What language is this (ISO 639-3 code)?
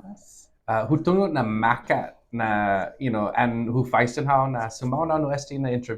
cha